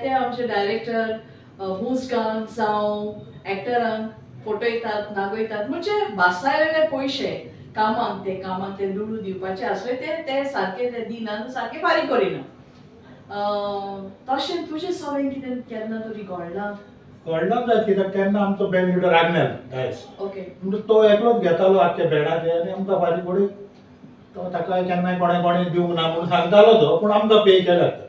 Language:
Konkani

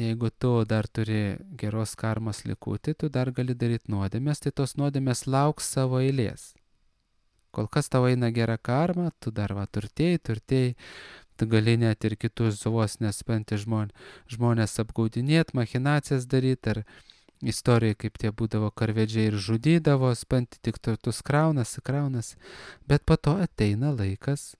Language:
Lithuanian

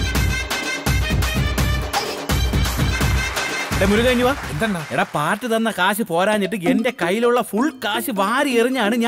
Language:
Malayalam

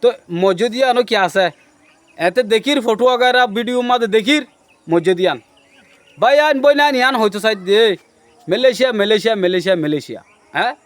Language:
Rohingya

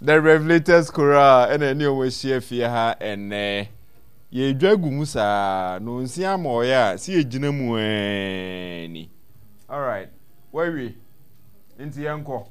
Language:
Akan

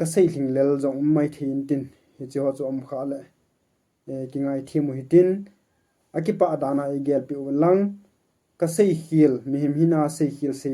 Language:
Thado Chin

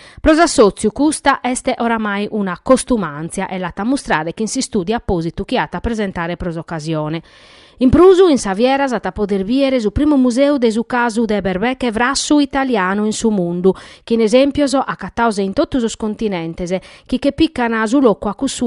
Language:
Sardinian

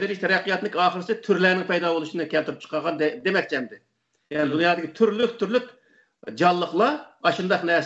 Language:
Uyghur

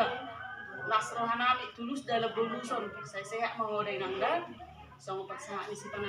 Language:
Batak Toba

